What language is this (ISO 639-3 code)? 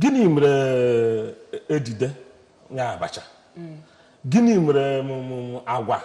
ibo